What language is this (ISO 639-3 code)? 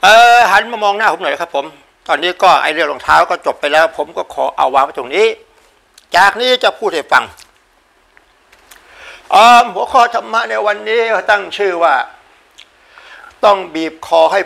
tha